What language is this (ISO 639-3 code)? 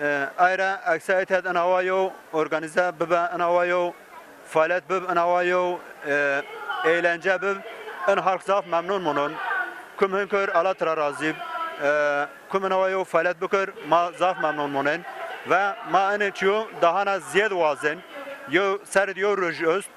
kur